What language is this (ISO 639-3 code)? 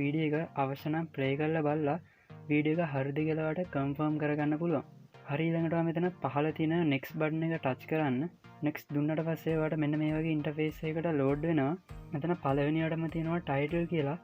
sin